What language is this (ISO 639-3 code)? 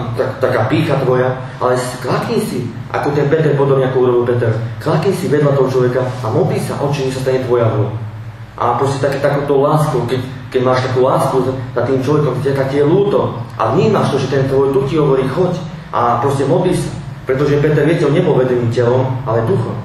slk